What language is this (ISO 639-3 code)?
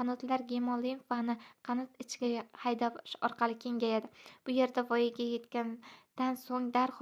uzb